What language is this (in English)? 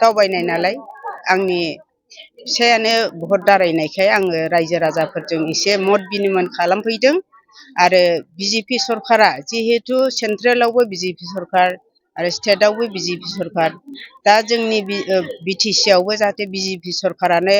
Bodo